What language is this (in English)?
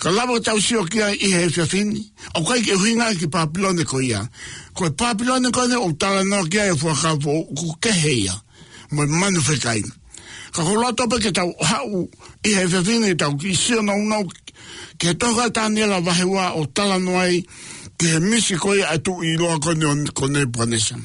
Tongan